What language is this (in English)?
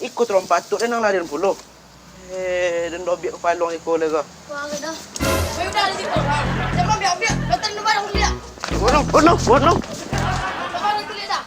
Minangkabau